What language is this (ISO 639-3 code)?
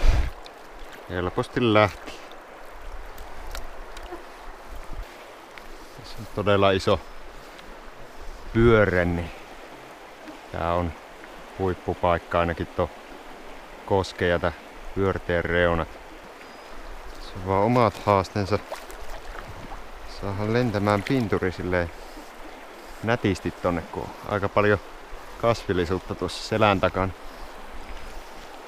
fin